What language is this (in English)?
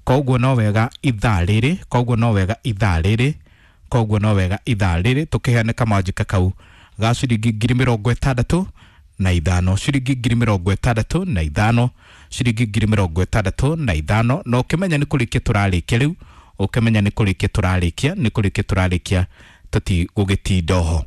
Kikuyu